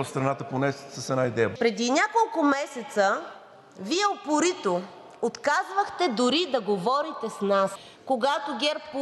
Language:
Bulgarian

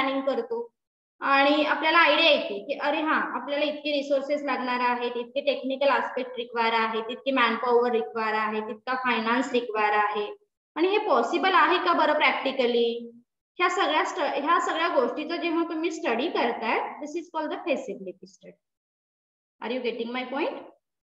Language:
Marathi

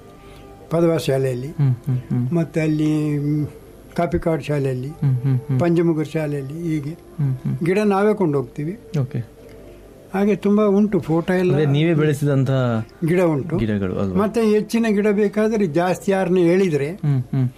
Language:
Kannada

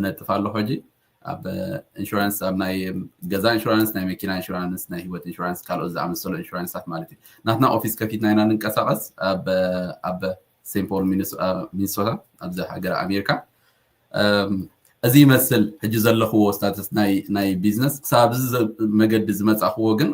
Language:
Tigrinya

